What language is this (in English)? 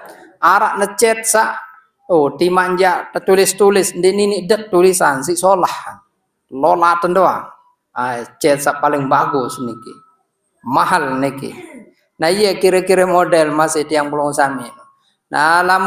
Sasak